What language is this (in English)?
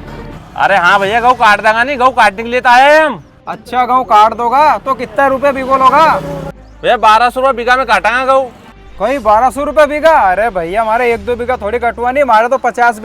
Rajasthani